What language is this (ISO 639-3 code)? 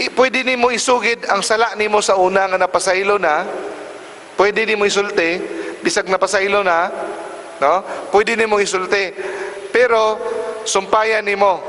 ceb